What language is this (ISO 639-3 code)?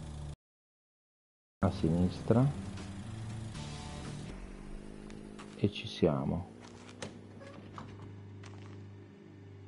ita